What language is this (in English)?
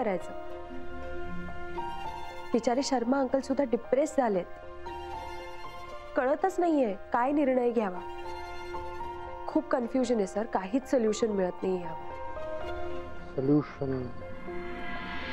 Marathi